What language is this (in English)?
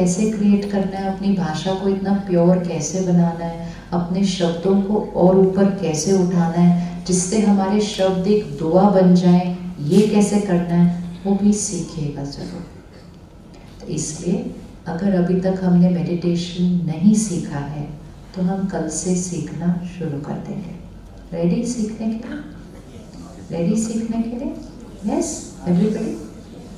Hindi